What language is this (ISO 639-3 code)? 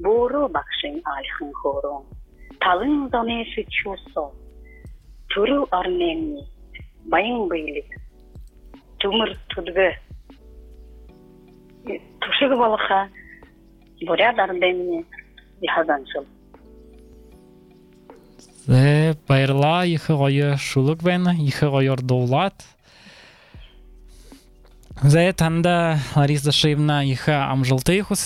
bua